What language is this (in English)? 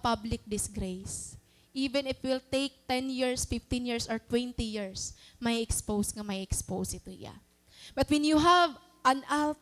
Waray